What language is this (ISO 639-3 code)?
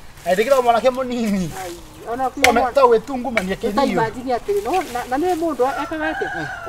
kik